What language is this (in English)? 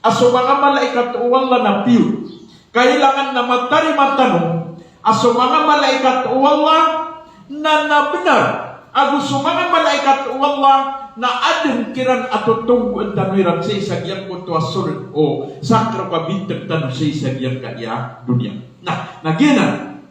Maranao